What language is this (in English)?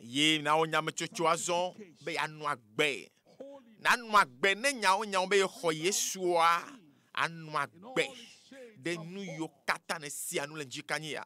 Ewe